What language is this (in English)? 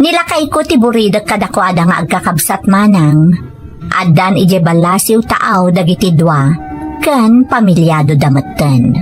Iloko